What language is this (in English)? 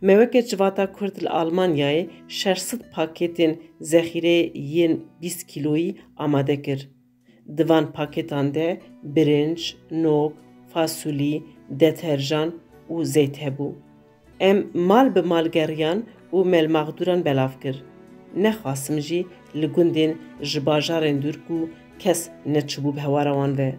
Kurdish